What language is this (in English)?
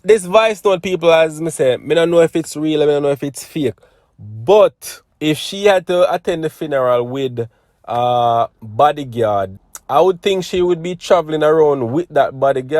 Jamaican Creole English